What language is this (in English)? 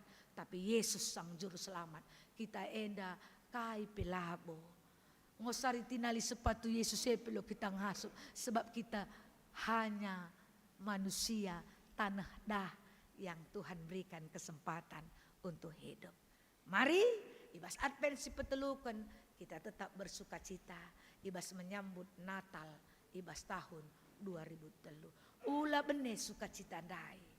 Batak Karo